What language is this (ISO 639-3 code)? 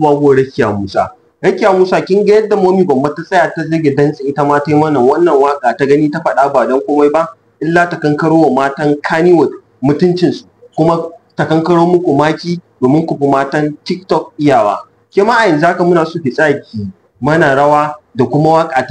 hau